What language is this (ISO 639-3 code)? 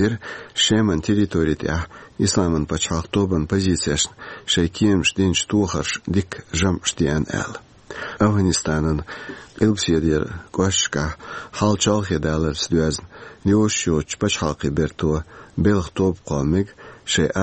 che